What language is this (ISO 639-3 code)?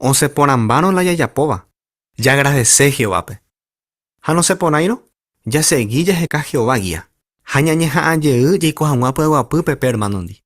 grn